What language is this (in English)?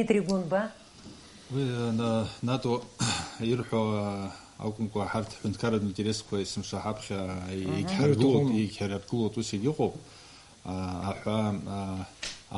Abkhazian